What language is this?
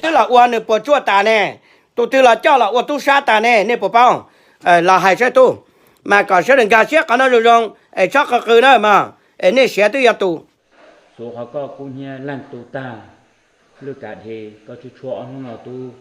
Hmong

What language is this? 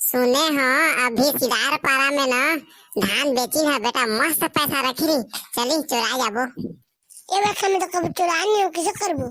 Chhattisgarhi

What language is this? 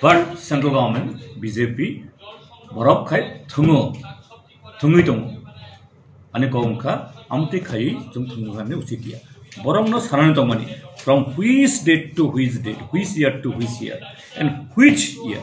Kok Borok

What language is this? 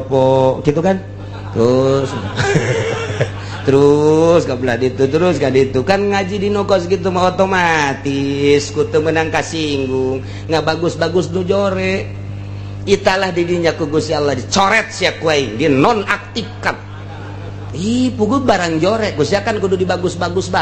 Sundanese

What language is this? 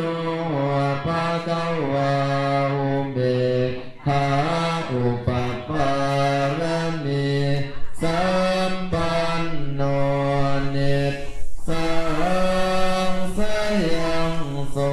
Pali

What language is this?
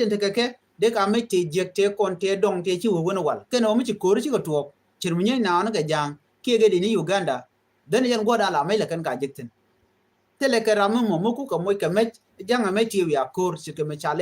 Nuer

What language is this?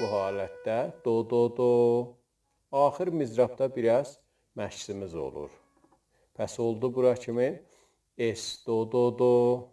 South Azerbaijani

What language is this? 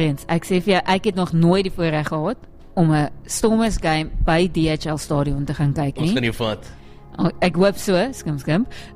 Afrikaans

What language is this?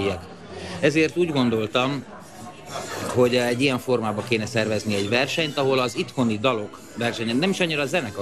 Hungarian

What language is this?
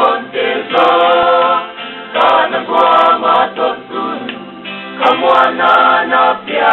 Paite Chin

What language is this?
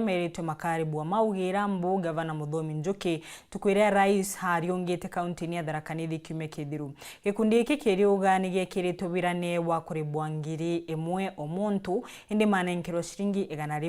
Meru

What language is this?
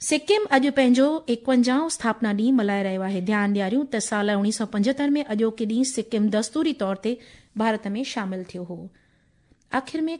Sindhi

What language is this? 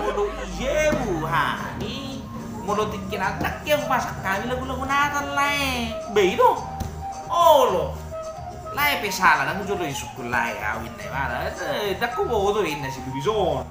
Batak Toba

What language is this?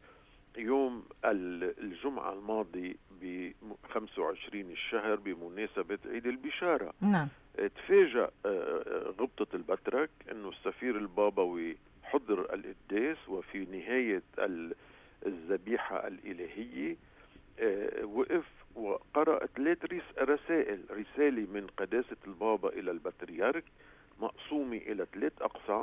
North Levantine Arabic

